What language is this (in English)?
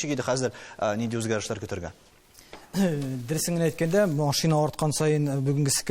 Tatar